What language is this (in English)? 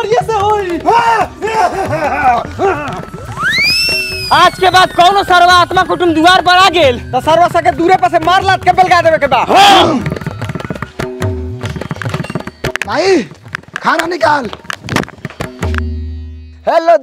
Bhojpuri